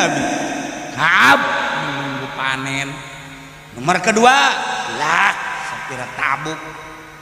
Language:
Sundanese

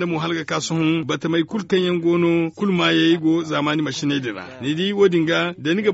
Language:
Zarma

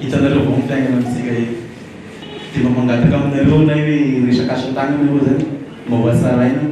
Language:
Malagasy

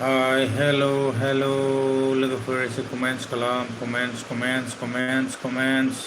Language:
Bodo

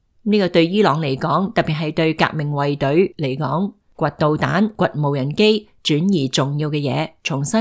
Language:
Cantonese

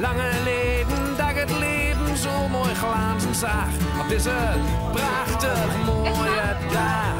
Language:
Western Frisian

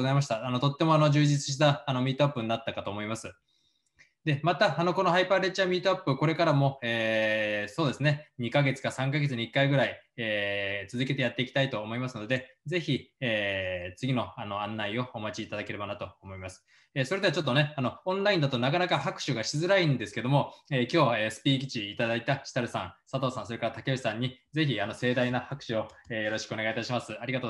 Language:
Japanese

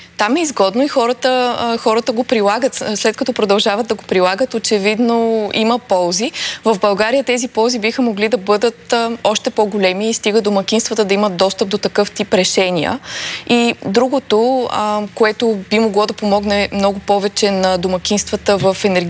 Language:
Bulgarian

